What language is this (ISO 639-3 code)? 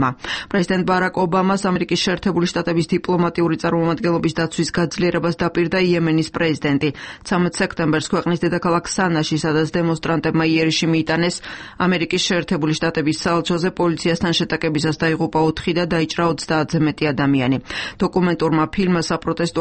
kat